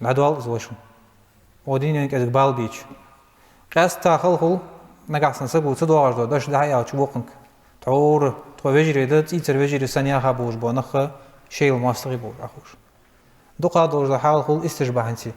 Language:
Ingush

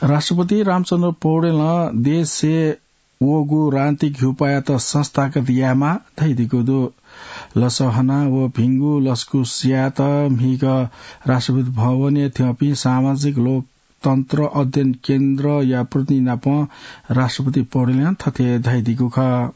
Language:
Newari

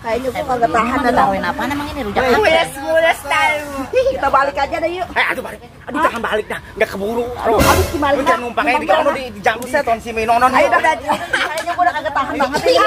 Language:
Betawi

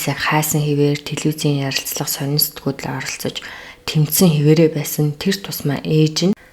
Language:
Mongolian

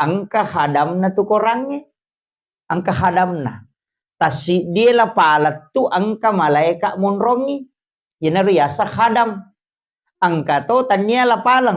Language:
Buginese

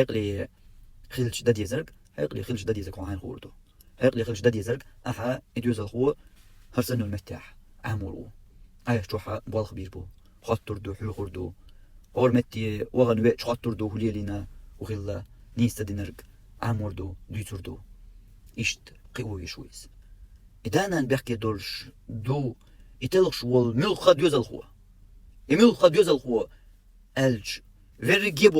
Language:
Chechen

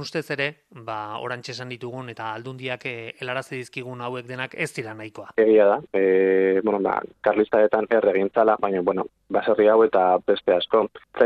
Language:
Basque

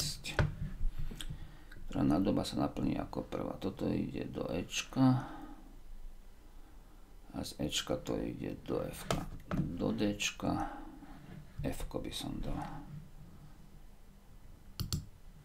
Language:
Slovak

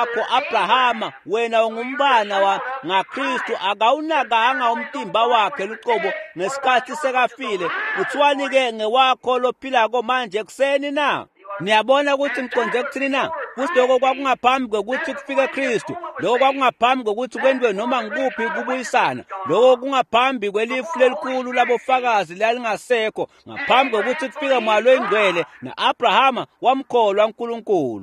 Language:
Swati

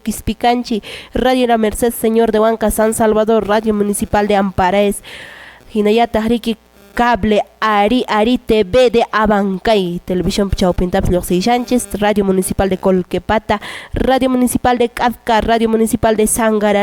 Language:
Quechua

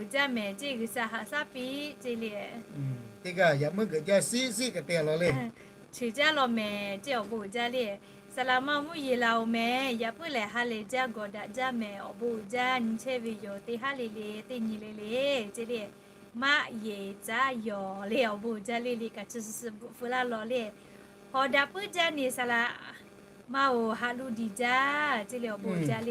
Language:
Lahu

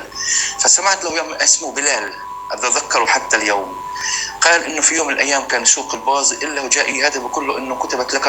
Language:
North Levantine Arabic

